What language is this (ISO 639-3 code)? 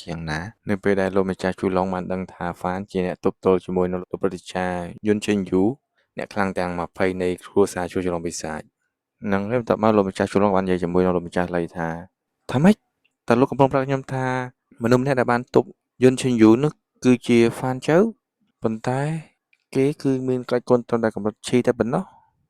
khm